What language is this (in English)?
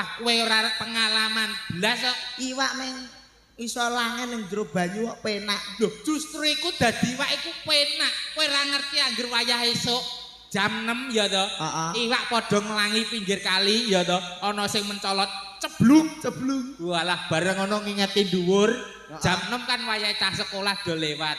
Javanese